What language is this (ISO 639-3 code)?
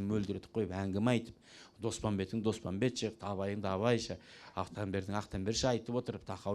kaz